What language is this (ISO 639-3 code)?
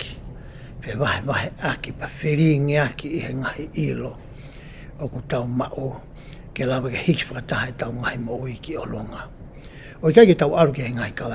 ton